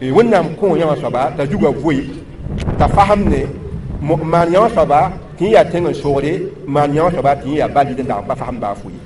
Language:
Mossi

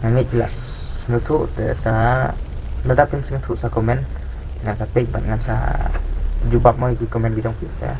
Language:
Khasi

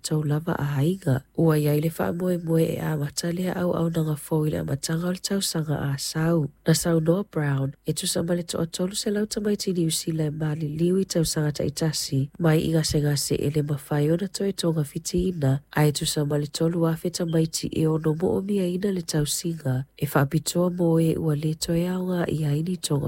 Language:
Samoan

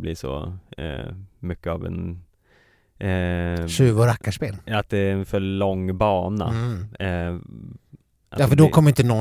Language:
Swedish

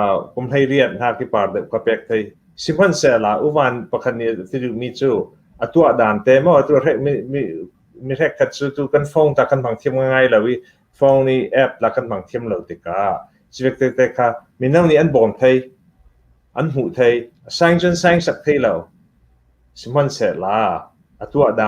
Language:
Hakha Chin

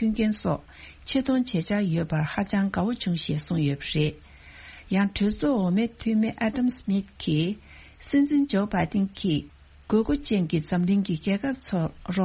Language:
Tibetan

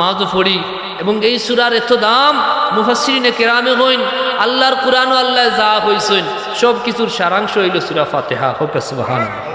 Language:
Sylheti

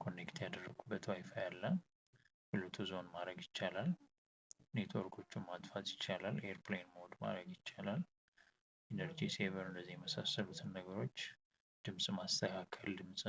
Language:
Amharic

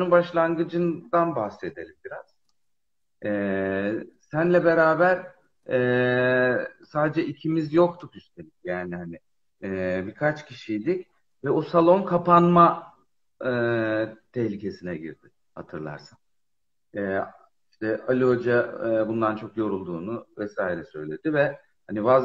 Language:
Turkish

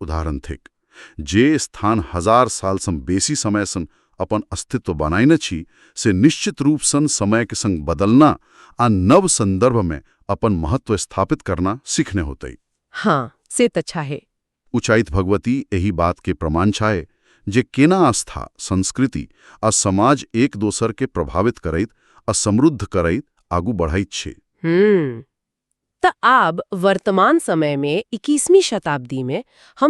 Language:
Maithili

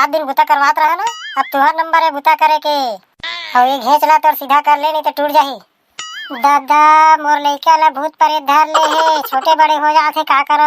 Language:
Chhattisgarhi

